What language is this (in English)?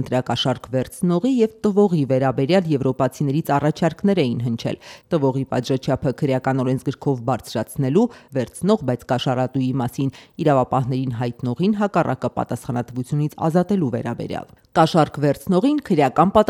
Armenian